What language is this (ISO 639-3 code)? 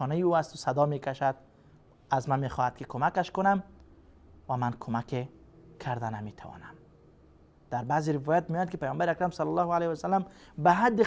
fas